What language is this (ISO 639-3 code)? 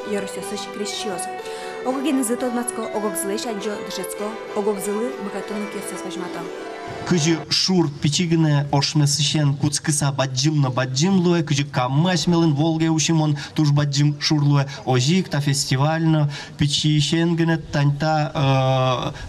udm